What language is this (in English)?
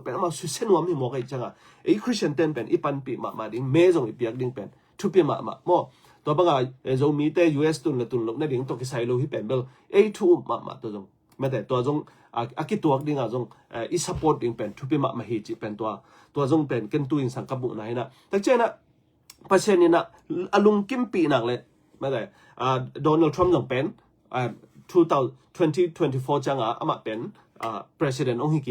Tedim Chin